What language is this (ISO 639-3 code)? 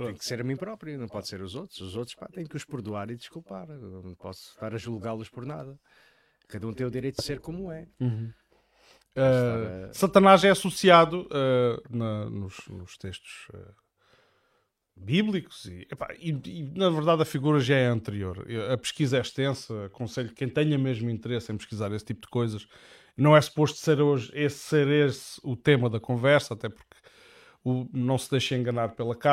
por